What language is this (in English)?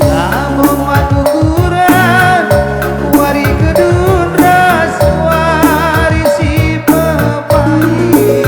Batak Karo